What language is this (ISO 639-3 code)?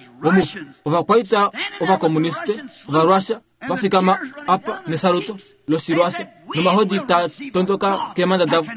kua